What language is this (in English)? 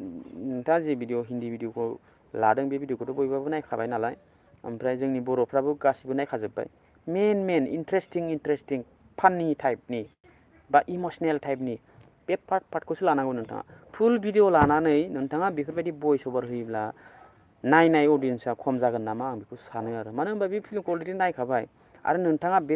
Bodo